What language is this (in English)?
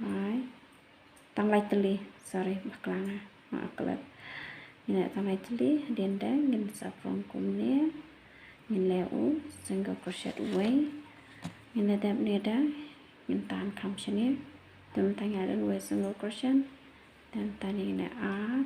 Khasi